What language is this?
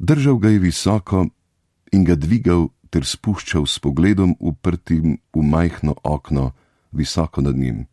Slovenian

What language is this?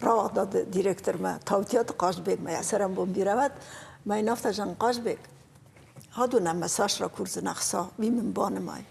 Ossetic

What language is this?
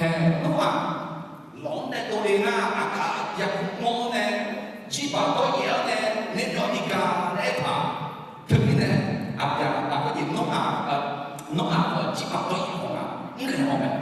Akha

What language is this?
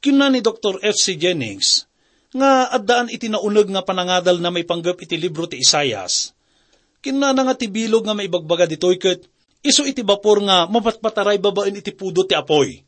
Iloko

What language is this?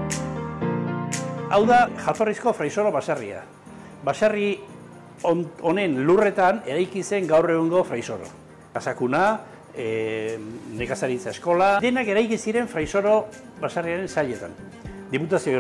Basque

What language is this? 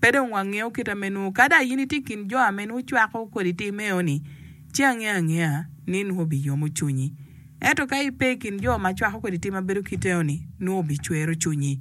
Acoli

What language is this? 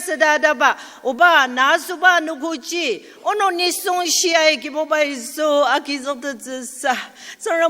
Ao Naga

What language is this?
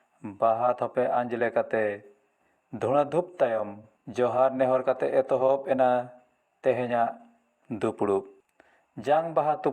Santali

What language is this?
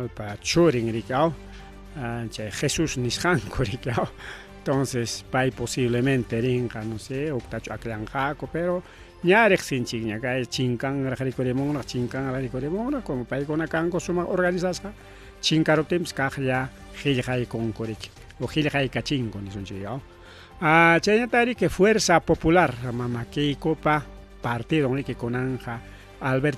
Ayacucho Quechua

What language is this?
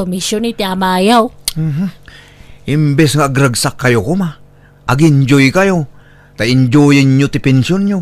Iloko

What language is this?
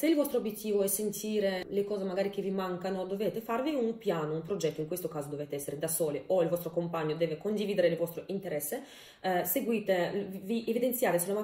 Italian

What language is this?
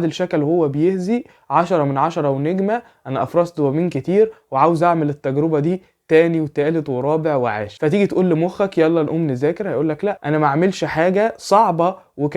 Egyptian Arabic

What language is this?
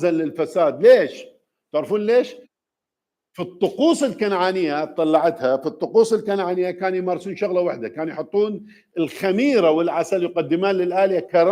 Mesopotamian Arabic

